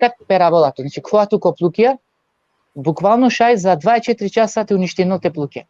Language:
Balkan Romani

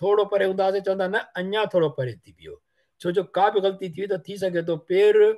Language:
Sindhi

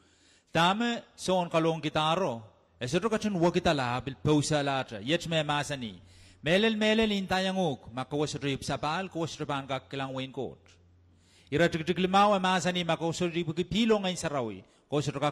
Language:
Pohnpeian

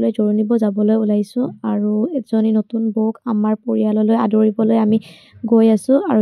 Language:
Assamese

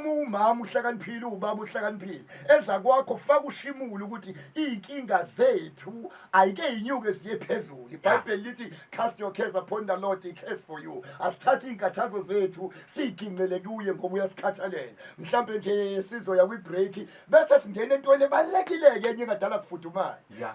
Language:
Zulu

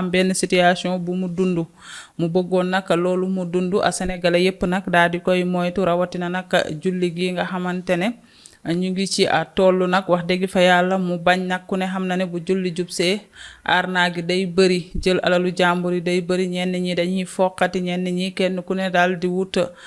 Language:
Wolof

